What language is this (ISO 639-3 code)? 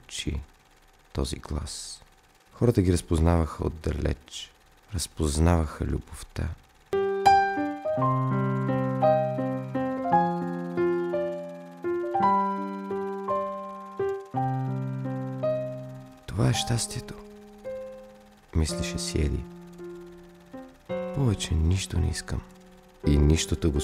bul